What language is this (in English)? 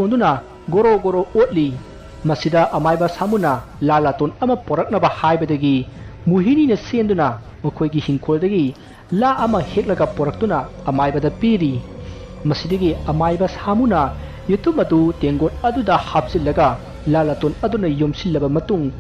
Manipuri